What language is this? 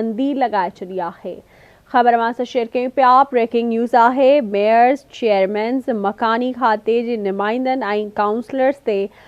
Sindhi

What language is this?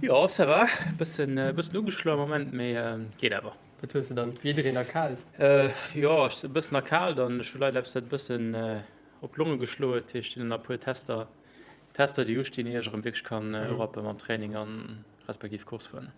Luxembourgish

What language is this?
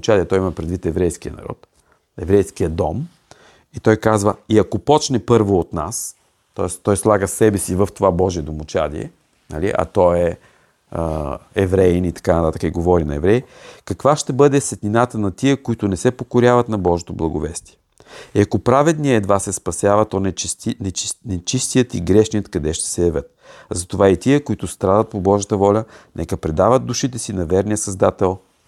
Bulgarian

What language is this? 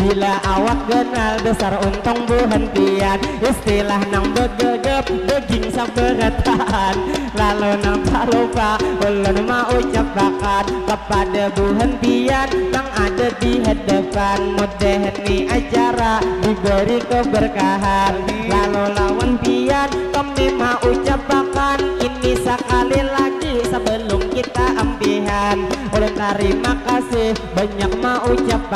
Banjar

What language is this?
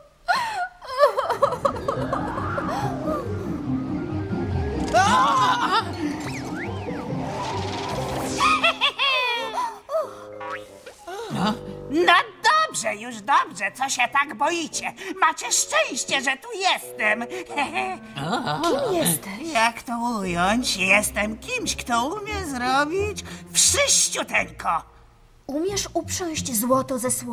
Polish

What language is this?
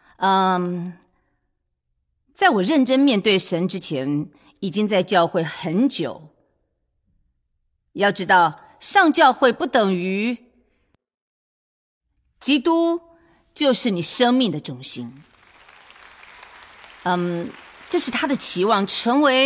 Chinese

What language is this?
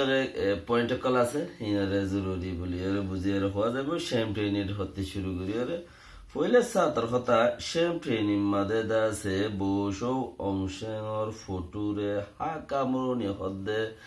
Rohingya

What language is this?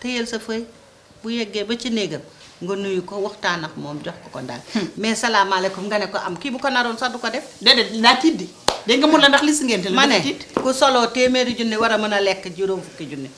Wolof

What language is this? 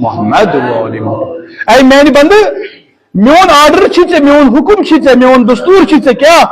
Kashmiri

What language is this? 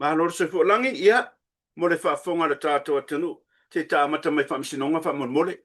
Samoan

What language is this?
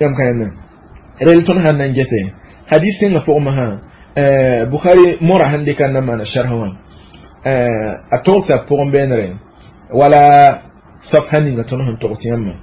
Mossi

